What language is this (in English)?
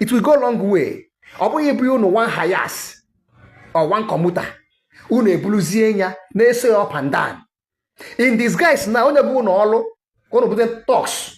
Igbo